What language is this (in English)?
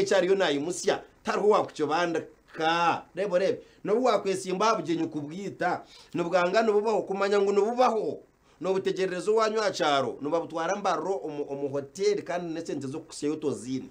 Nyankole